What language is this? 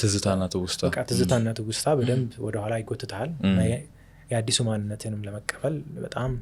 Amharic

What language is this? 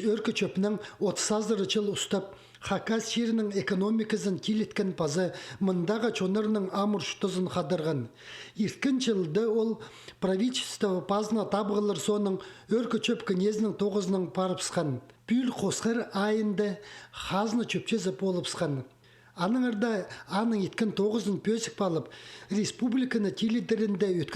Khakas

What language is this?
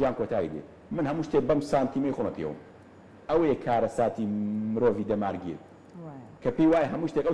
Central Kurdish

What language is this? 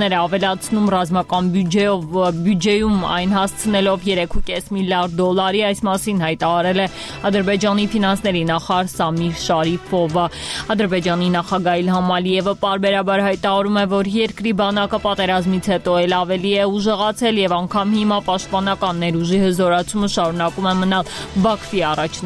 Armenian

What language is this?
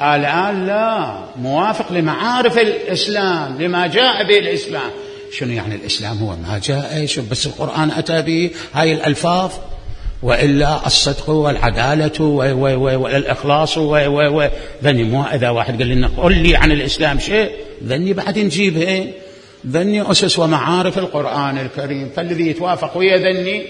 Mesopotamian Arabic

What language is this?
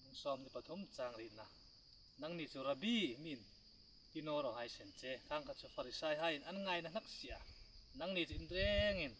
Hmar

